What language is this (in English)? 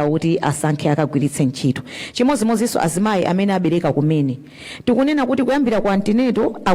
Nyanja